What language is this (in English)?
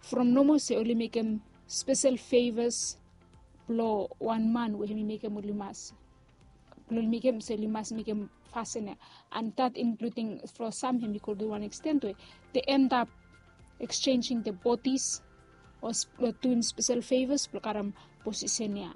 Bislama